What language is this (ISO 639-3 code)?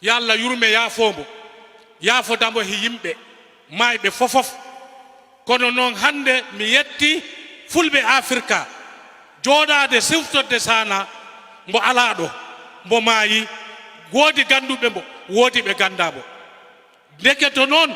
ful